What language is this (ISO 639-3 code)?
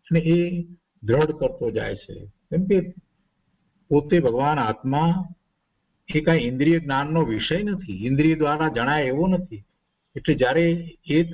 guj